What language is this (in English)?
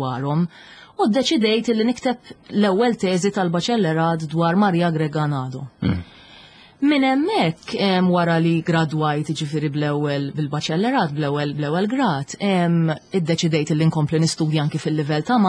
Maltese